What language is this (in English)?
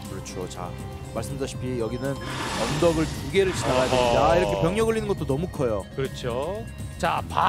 Korean